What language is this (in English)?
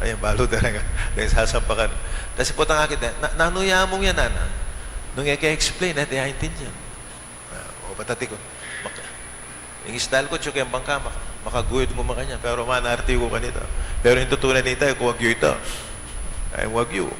Pampanga